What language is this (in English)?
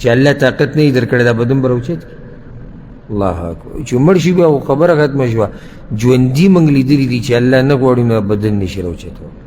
Pashto